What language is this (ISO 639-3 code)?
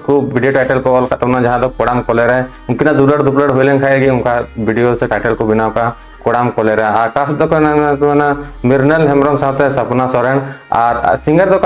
sat